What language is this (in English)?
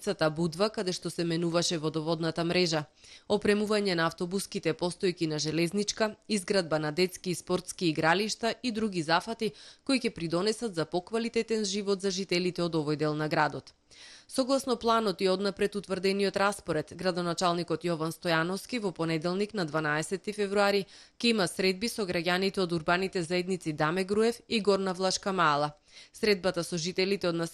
Macedonian